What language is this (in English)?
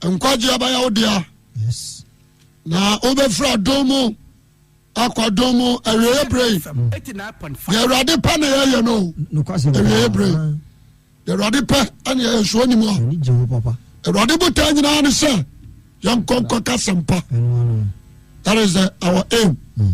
Akan